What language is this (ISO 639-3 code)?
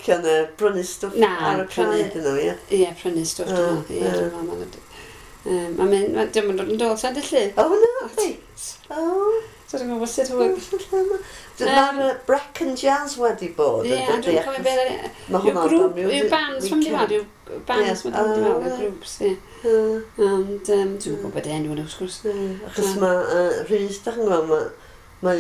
cym